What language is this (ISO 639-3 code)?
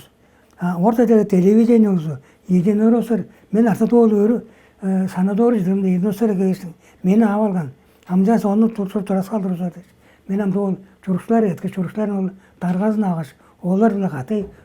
tyv